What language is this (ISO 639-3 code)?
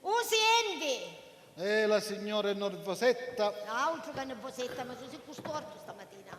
scn